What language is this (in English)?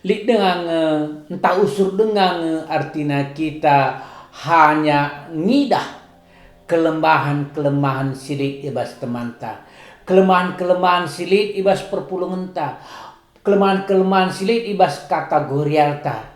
Batak Karo